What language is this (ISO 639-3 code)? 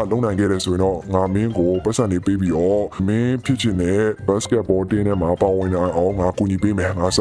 mya